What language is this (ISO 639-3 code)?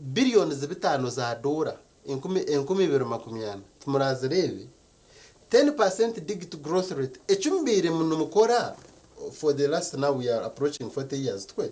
nyn